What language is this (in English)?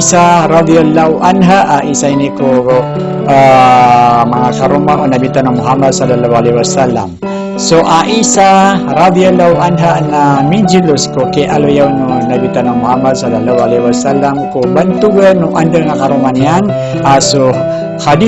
Maranao